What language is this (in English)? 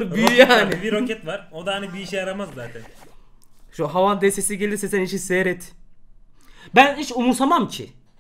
Turkish